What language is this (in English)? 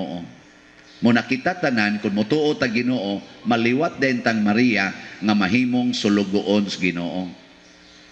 Cebuano